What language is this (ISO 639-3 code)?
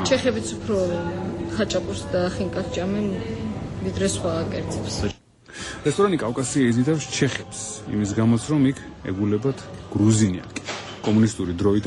kat